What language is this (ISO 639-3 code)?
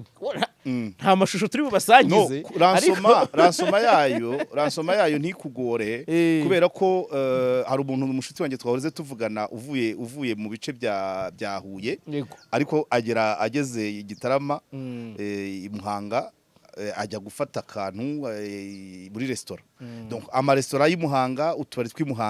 kin